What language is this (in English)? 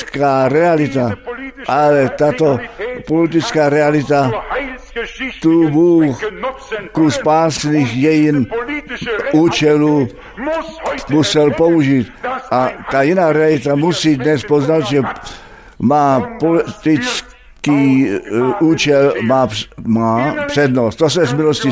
Czech